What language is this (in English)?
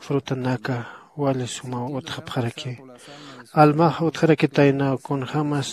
Aymara